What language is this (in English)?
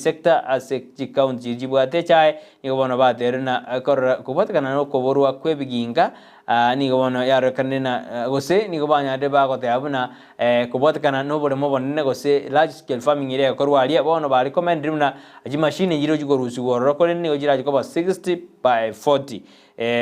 Gusii